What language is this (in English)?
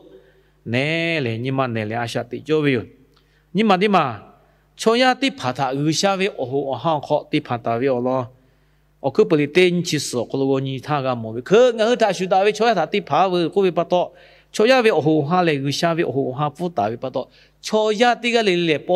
Lahu